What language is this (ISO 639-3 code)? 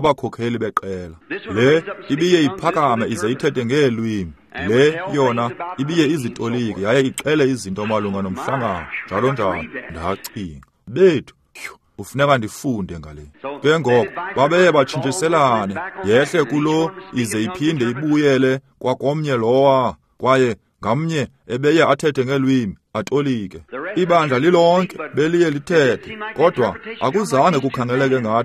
xho